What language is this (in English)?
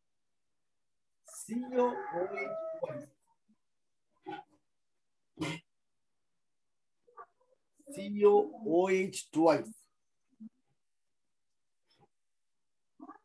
Tamil